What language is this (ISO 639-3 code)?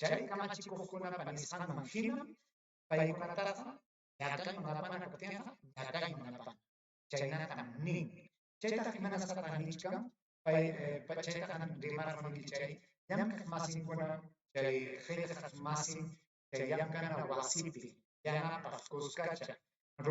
quy